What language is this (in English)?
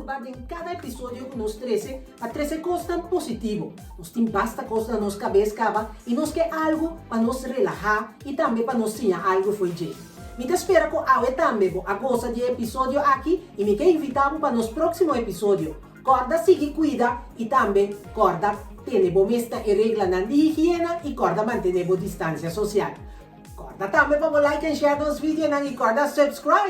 Papiamento